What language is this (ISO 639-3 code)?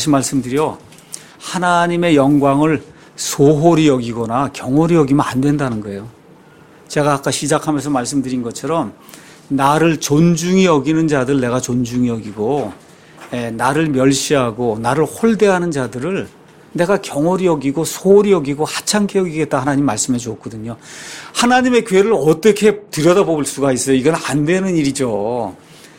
kor